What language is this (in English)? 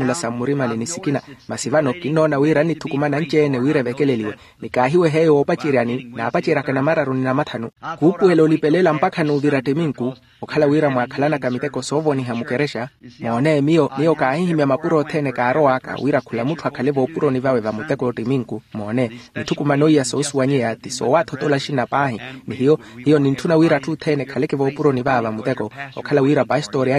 Makhuwa